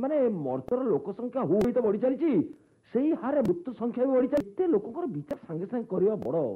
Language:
Odia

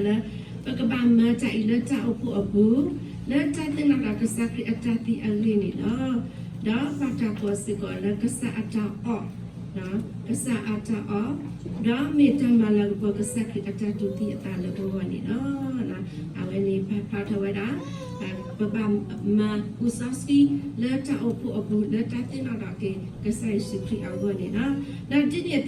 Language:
S'gaw Karen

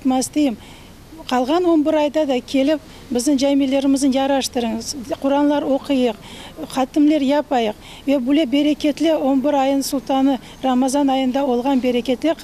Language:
Crimean Tatar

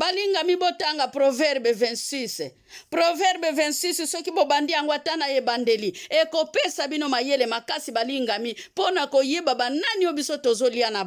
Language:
Lingala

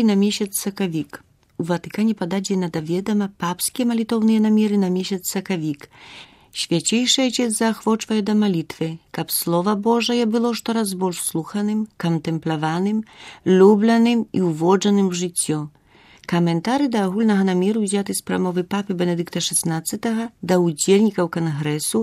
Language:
Belarusian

